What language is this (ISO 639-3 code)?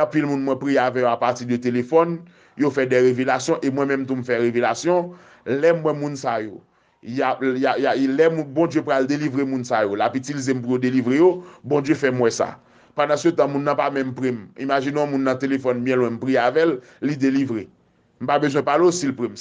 hat